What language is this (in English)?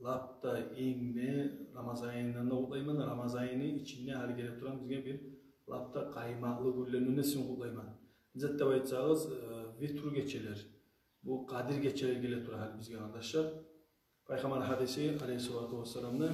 Kumyk